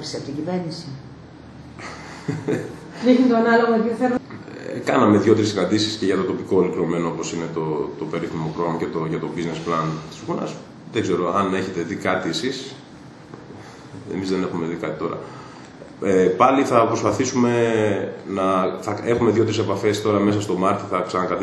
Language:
Greek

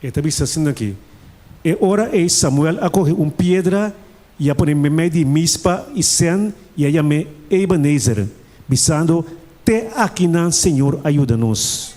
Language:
Papiamento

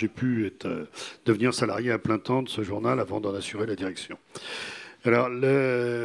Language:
French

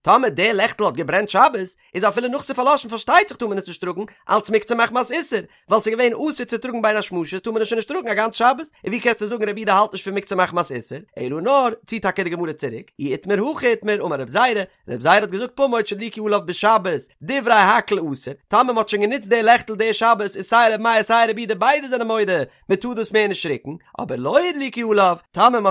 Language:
Yiddish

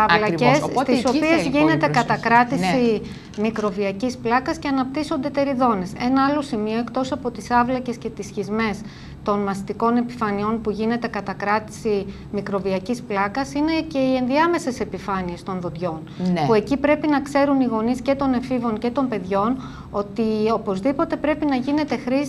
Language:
Greek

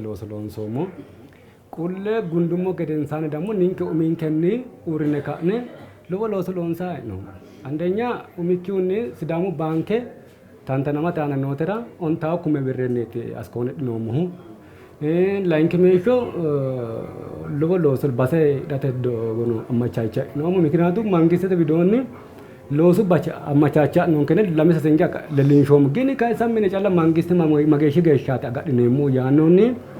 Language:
Sidamo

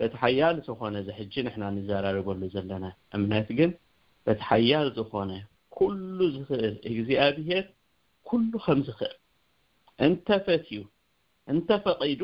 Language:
Tigrinya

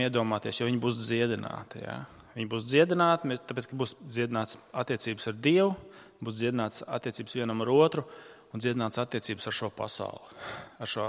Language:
Latvian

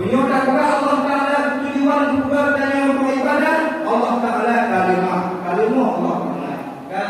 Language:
Achinese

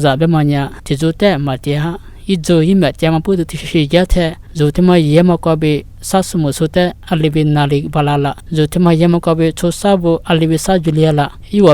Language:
Lisu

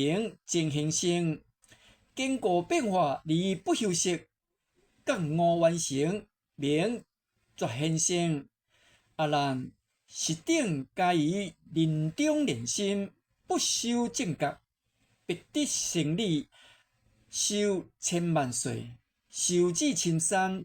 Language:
Min Nan Chinese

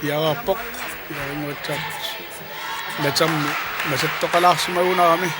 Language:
Kalaallisut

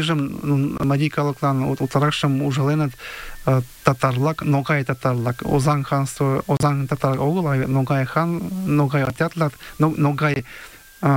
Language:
Mari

